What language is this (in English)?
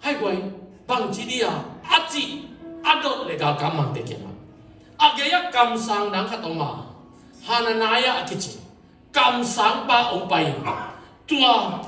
Tedim Chin